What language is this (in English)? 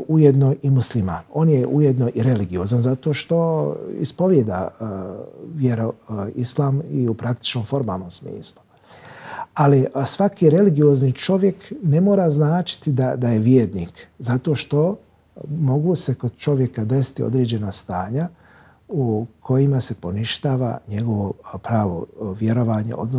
Bosnian